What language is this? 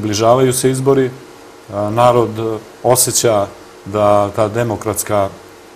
Serbian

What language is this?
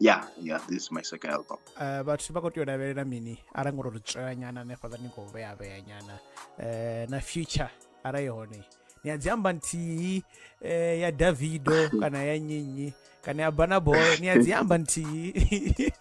Venda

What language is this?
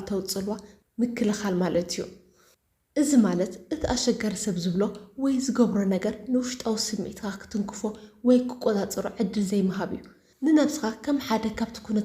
Tigrinya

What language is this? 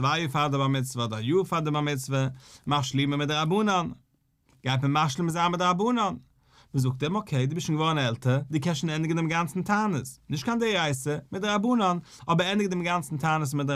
Yiddish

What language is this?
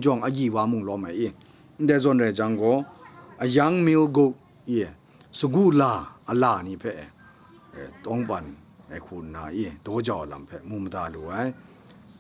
Kachin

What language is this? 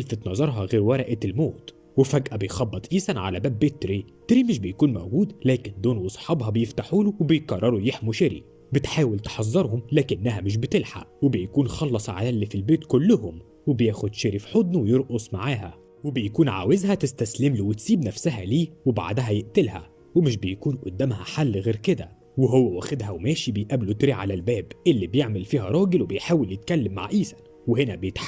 Egyptian Arabic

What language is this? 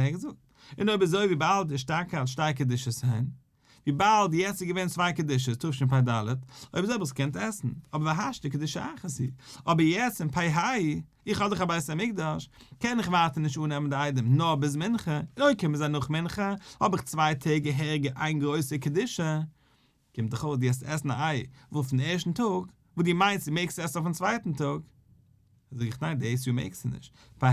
Yiddish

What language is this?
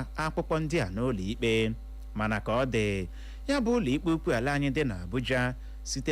Igbo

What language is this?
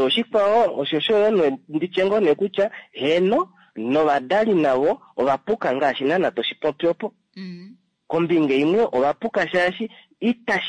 Kuanyama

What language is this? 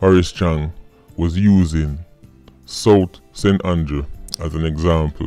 Jamaican Creole English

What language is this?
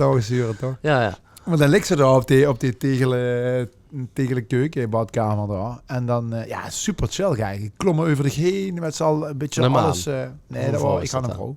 Limburgish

